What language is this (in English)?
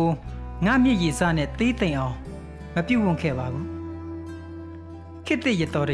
Burmese